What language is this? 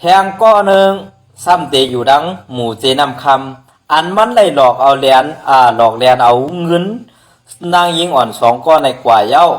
Shan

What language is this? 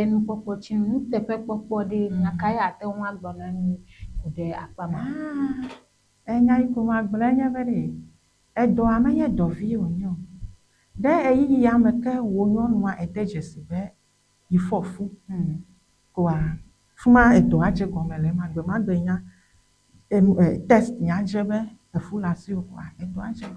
Ewe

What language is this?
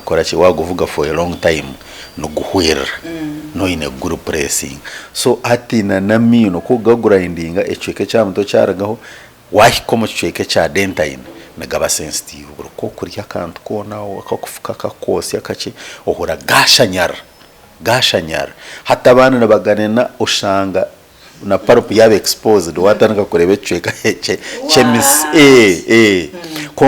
Nyankole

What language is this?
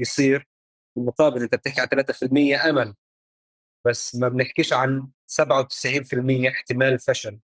North Levantine Arabic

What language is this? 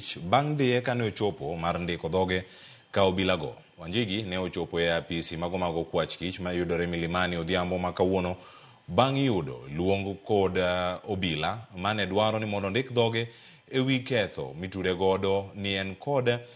Luo (Kenya and Tanzania)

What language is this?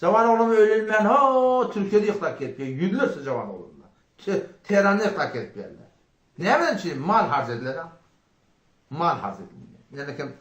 Turkmen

